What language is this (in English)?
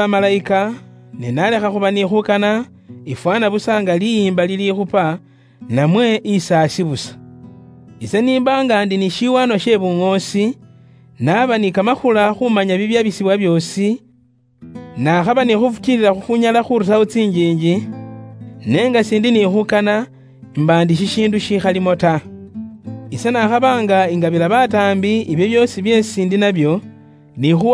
Luyia